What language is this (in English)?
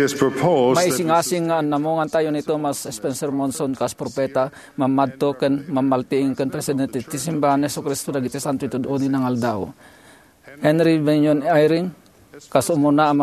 Iloko